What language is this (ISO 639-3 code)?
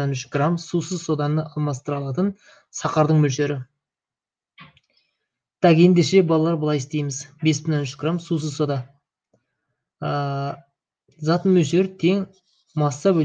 kaz